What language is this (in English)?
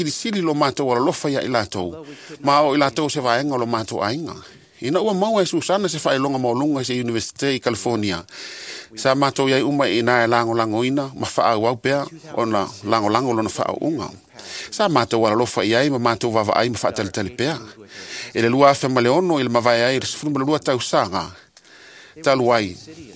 Samoan